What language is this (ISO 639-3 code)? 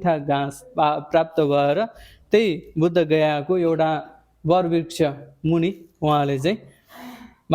nep